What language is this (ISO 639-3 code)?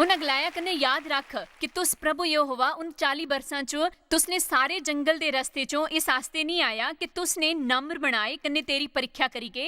doi